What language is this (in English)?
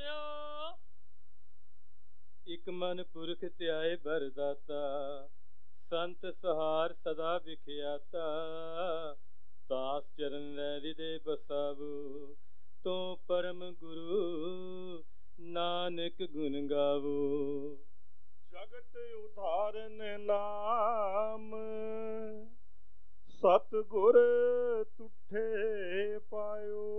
Punjabi